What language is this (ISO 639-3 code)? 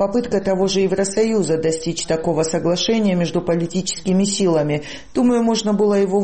rus